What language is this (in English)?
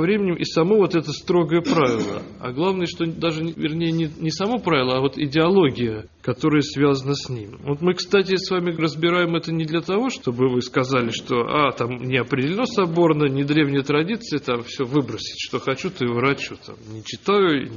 Russian